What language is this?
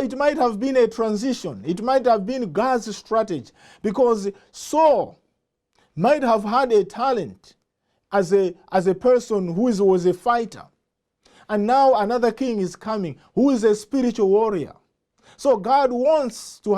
English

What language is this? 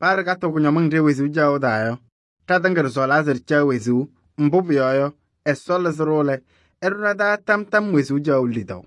Kabiyè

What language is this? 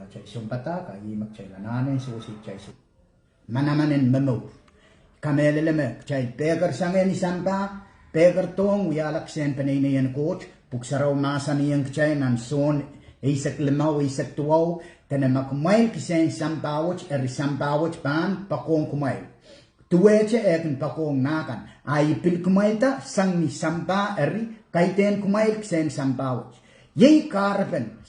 Pohnpeian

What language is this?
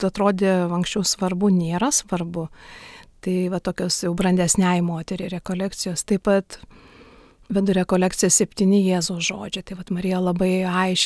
Lithuanian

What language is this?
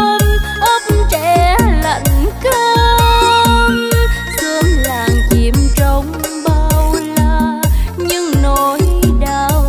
Vietnamese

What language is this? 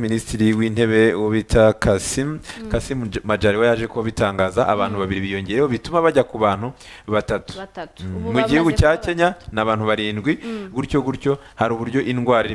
Kinyarwanda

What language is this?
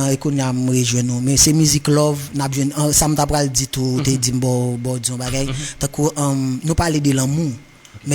Haitian Creole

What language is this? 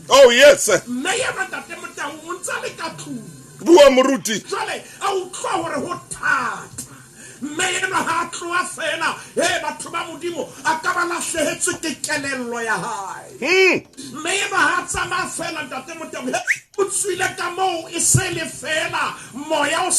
Southern Sotho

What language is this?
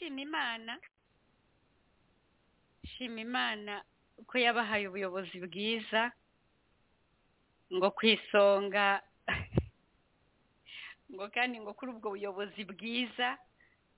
Kinyarwanda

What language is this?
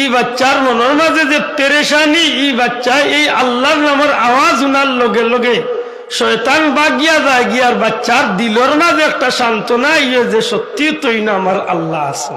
Sylheti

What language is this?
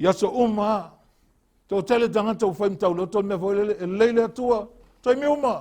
Samoan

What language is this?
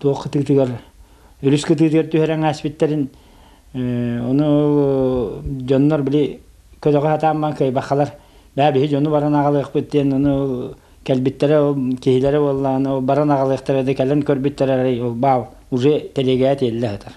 Yakut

